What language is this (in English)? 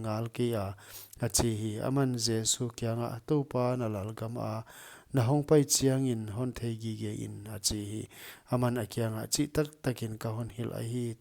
Paite Chin